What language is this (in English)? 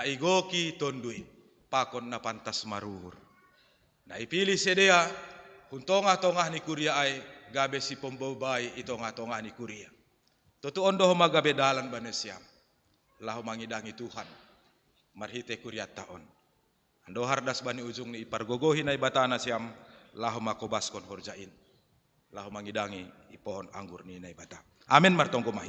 Batak Simalungun